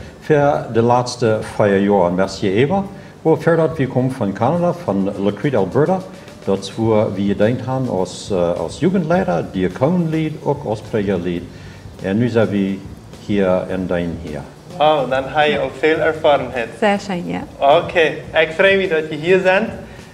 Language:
Plautdietsch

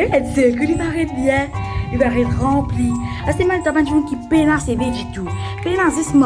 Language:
Morisyen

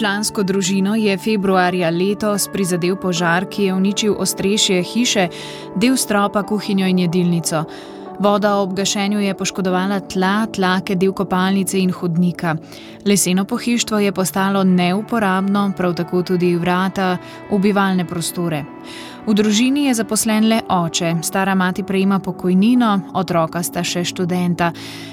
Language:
Slovenian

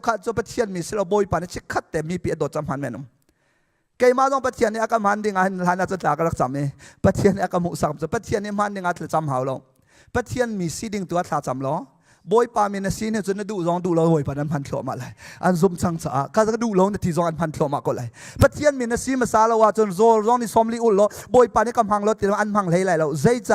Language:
Hakha Chin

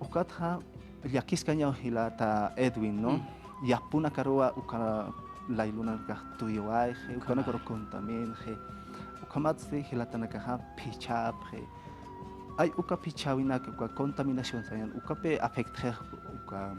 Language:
Aymara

